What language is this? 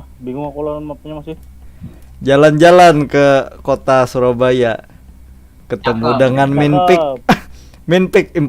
Banjar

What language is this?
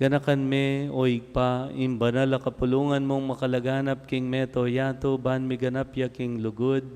Pampanga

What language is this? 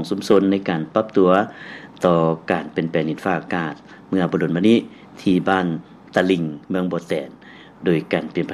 Lao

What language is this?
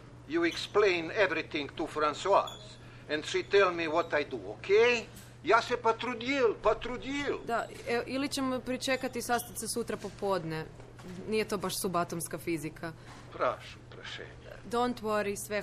Croatian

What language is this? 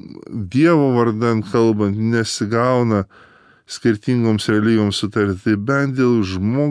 Lithuanian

